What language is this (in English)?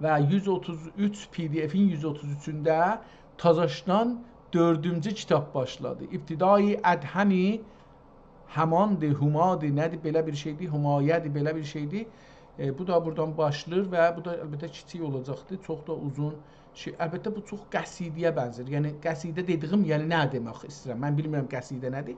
South Azerbaijani